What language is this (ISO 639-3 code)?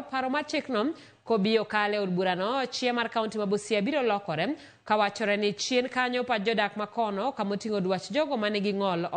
luo